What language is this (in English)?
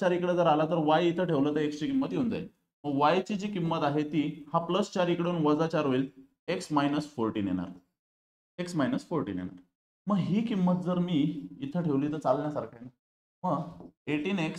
Marathi